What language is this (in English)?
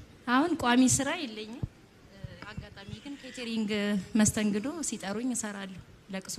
Amharic